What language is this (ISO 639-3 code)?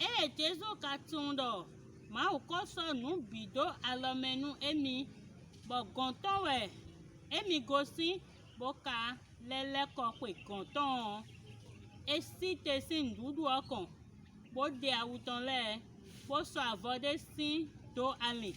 fon